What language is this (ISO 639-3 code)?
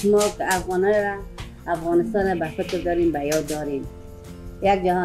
fas